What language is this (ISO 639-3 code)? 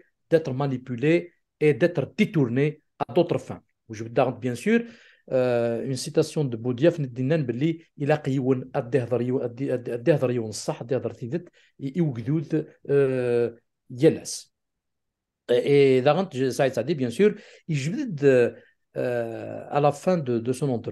kab